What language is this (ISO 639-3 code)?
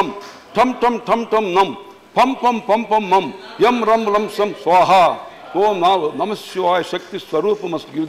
eng